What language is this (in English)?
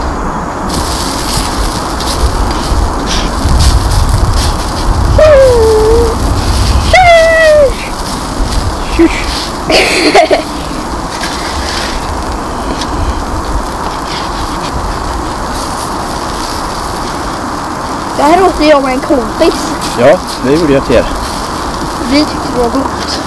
Swedish